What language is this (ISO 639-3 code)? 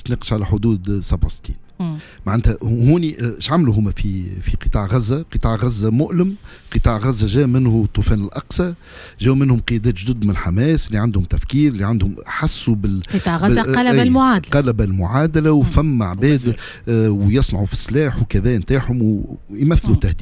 aeb